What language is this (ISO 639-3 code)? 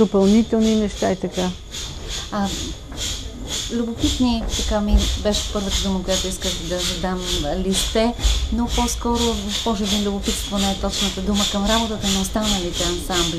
bul